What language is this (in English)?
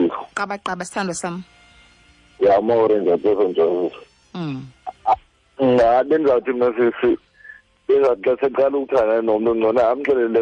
Xhosa